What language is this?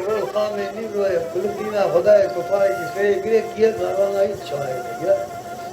Kurdish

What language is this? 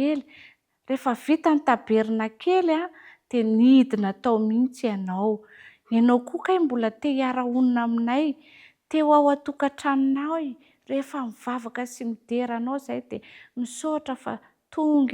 Malagasy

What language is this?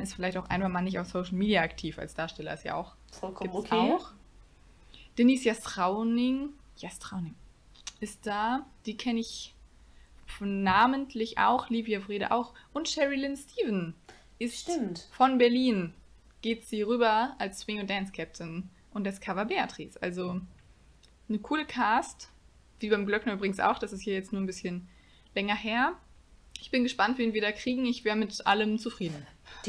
German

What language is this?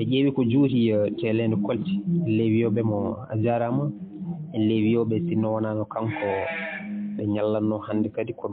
Fula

